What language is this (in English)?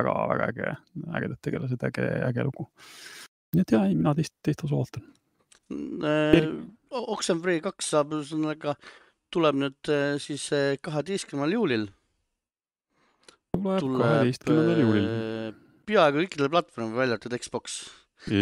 Estonian